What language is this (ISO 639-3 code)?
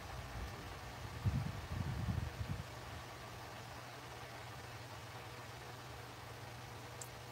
fil